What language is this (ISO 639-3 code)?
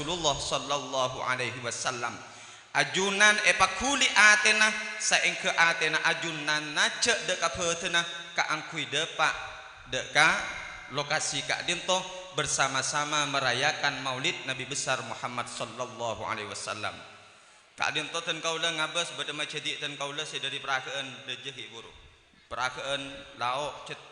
mad